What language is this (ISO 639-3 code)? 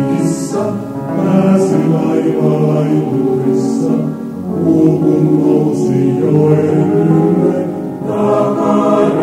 fin